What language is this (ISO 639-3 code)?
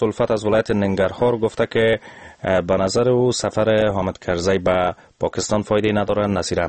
fas